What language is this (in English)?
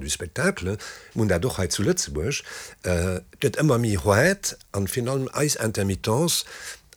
Luxembourgish